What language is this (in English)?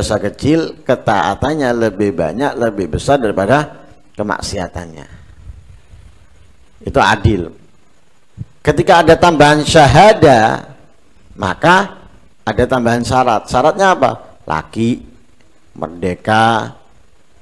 Indonesian